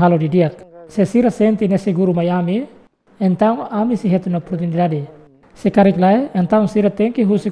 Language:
Tetum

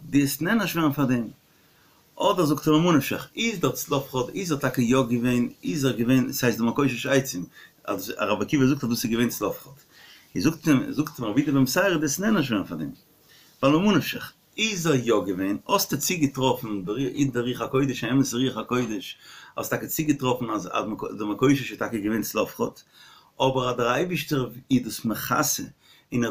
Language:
Yiddish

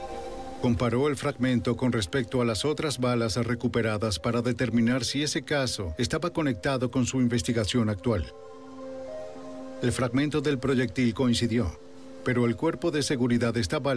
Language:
Spanish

